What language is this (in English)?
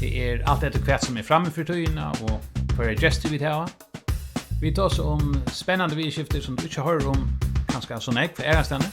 Faroese